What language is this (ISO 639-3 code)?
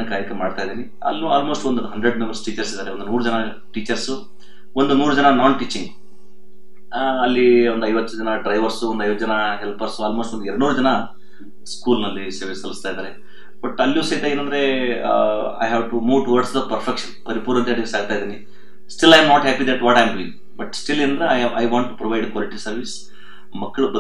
kan